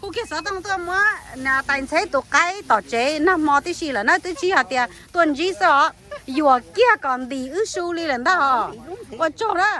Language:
Hmong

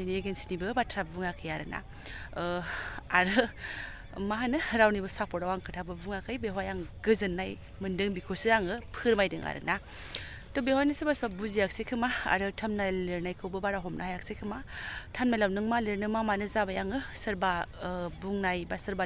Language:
Bodo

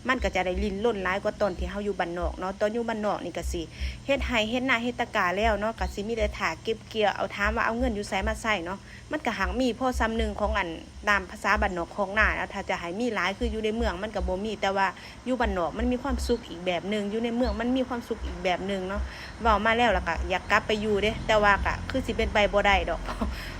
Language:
Lao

